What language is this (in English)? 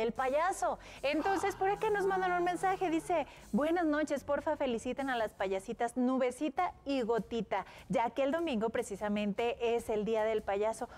Spanish